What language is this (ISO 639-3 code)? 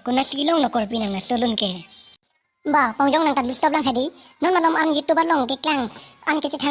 mjw